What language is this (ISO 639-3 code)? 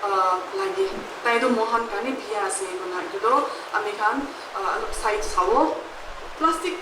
nag